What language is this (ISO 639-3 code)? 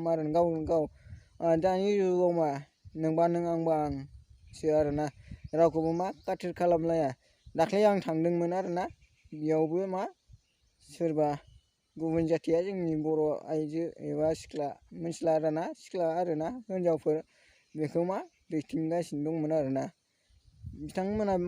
brx